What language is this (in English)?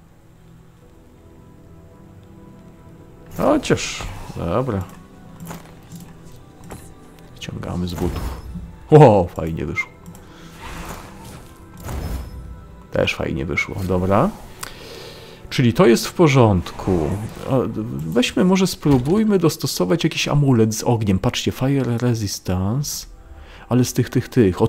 Polish